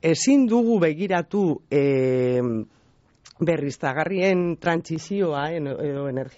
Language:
Basque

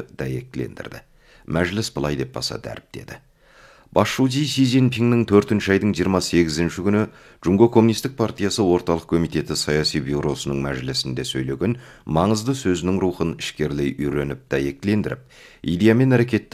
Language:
Kazakh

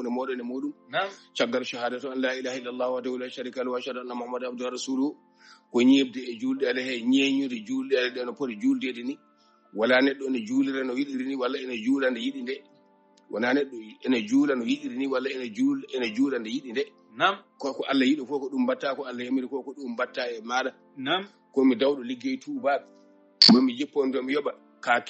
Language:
Fula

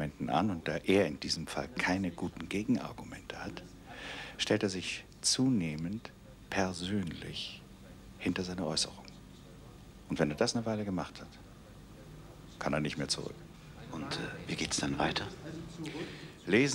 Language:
German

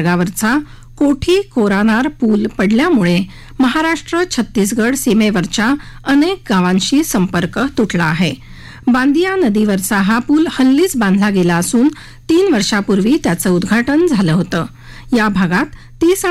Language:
Marathi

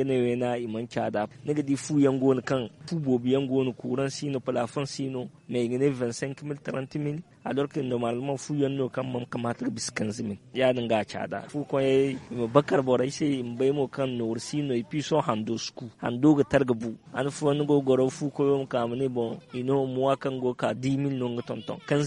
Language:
Zarma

